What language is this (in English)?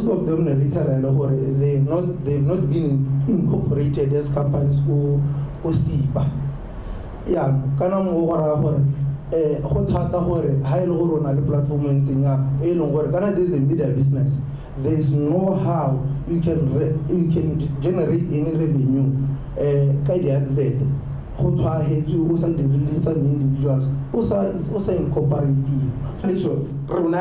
Tswana